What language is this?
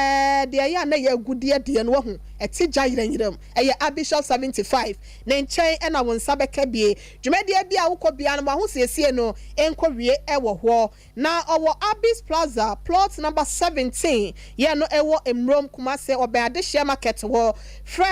Akan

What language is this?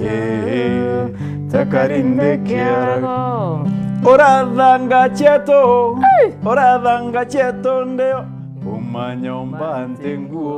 Meru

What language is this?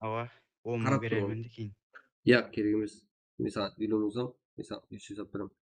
Kara-Kalpak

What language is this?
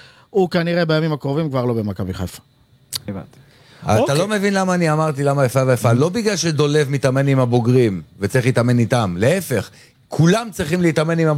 Hebrew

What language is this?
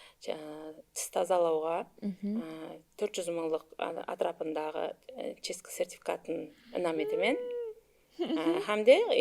Kara-Kalpak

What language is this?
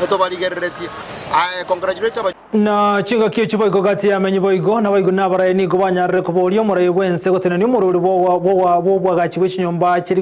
Gusii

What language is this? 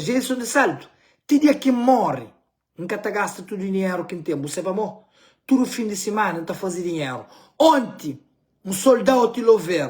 Kabuverdianu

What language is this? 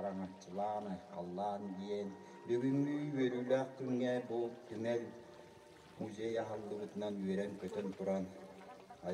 Yakut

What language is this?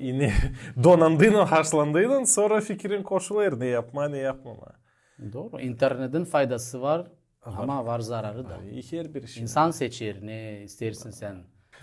Gagauz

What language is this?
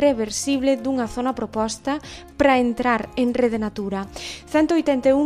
Galician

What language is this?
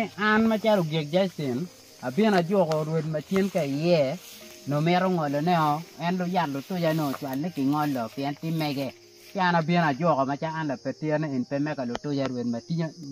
Acoli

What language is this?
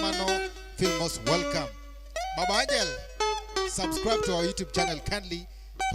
Luo (Kenya and Tanzania)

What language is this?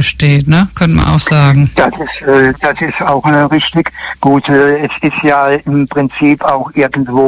German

